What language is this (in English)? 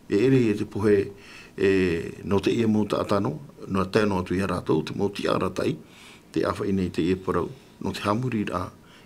Tahitian